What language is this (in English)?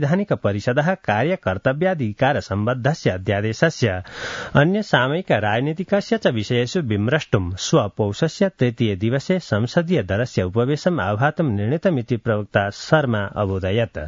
Sanskrit